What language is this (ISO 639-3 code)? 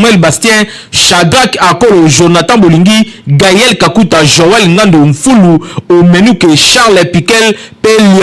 lin